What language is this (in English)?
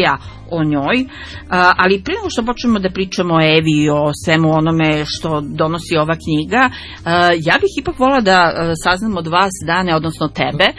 Serbian